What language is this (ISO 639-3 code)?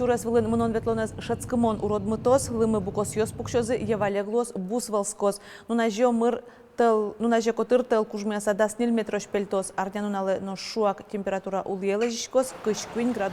udm